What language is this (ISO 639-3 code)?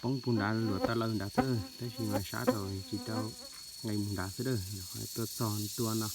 hmn